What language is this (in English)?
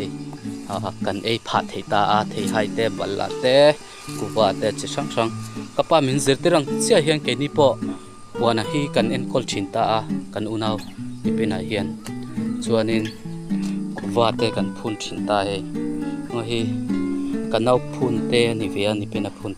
Mizo